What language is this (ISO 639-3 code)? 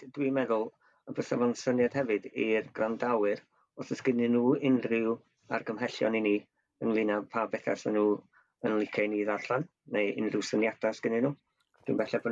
cym